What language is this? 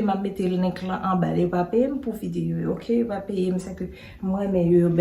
Haitian Creole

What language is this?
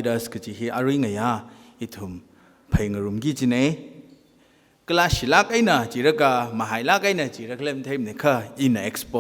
Tangkhul Naga (India)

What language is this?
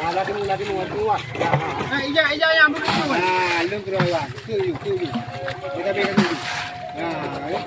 Achinese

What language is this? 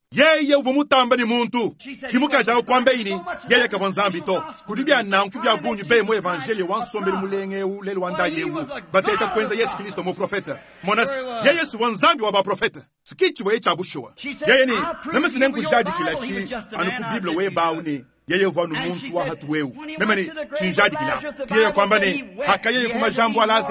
Luba-Lulua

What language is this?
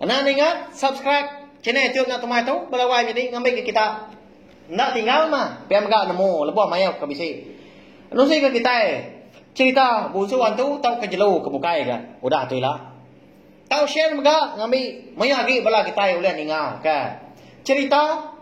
Iban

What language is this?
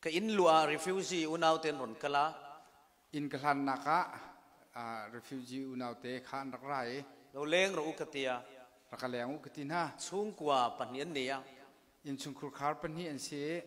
Falam Chin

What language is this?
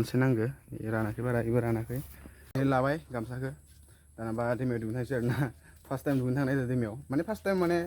Bodo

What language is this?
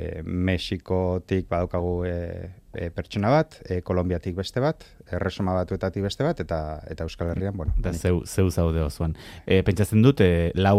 Basque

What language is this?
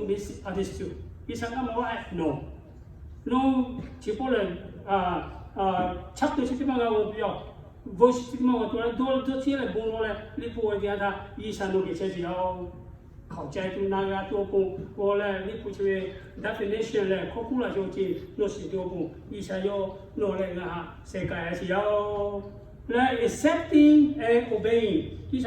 Lahu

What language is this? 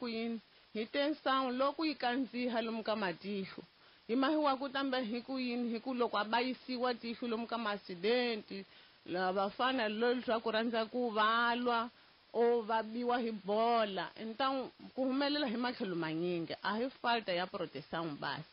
Tsonga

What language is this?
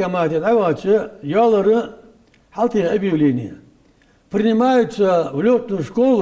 Ingush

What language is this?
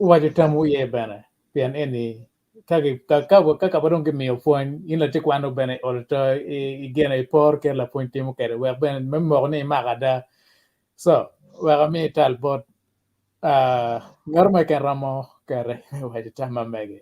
Acoli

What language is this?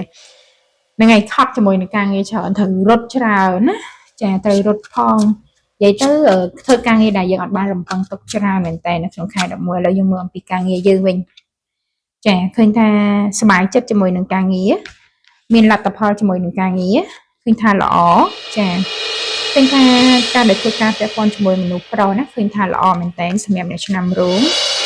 Khmer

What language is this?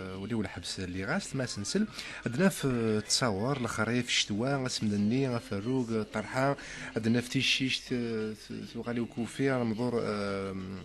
Kabyle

